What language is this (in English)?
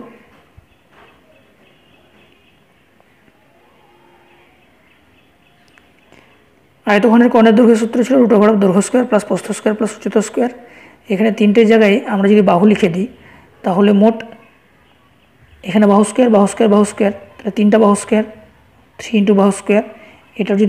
Bangla